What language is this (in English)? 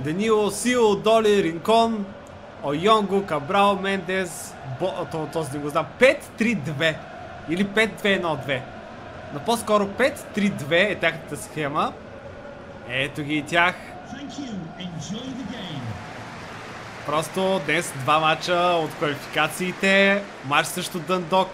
Bulgarian